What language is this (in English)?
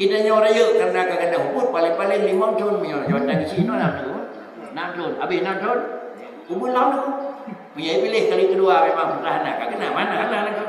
Achinese